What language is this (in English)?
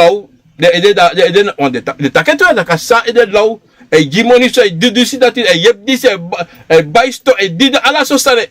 Sranan Tongo